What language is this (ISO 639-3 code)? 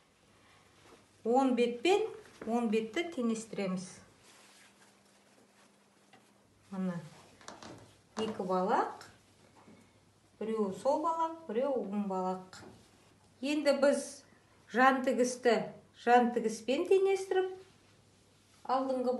kaz